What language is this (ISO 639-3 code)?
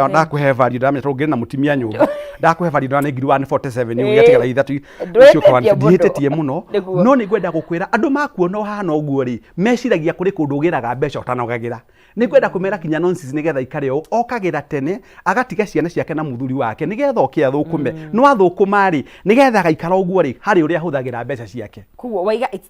kik